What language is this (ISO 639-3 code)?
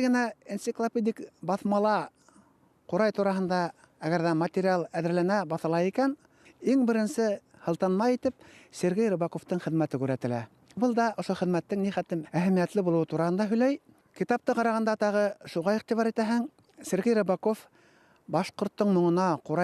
bak